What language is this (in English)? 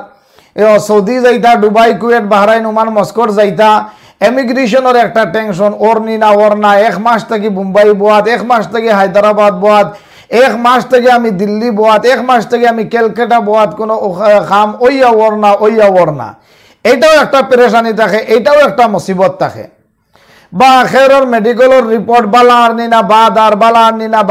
Sylheti